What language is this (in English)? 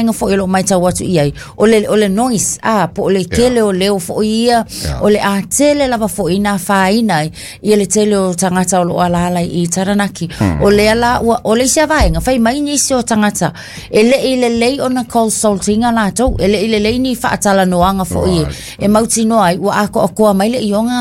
Samoan